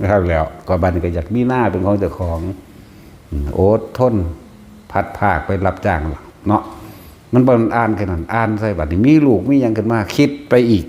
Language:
Northeastern Thai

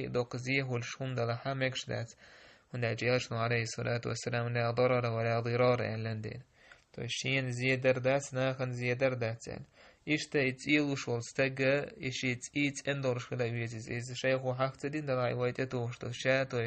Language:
Chechen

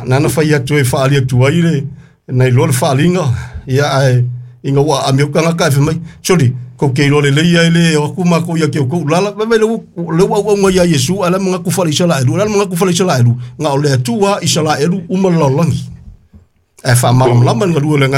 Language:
Samoan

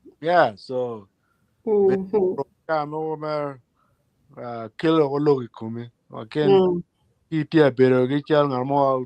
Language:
Acoli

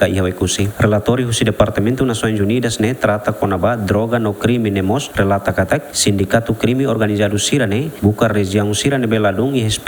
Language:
Tetum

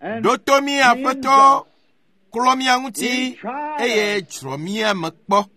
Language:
Ewe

